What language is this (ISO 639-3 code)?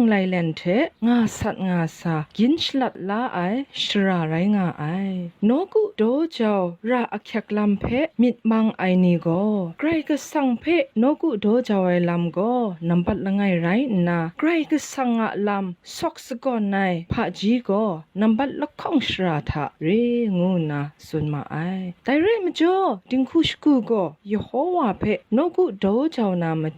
kac